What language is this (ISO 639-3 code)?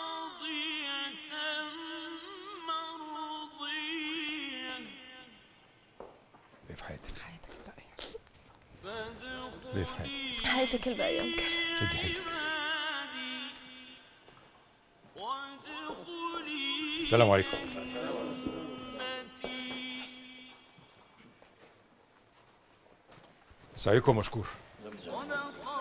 arz